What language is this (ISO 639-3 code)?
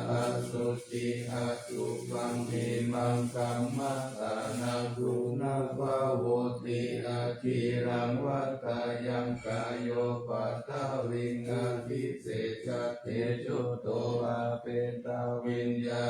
pli